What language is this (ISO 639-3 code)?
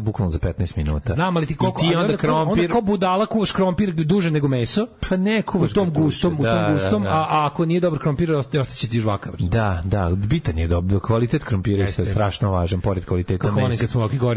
srp